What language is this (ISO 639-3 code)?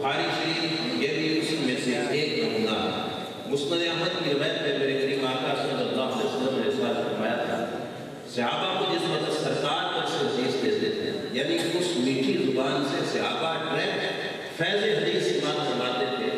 urd